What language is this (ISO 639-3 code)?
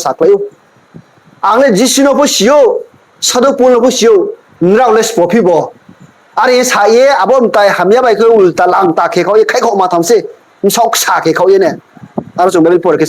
ria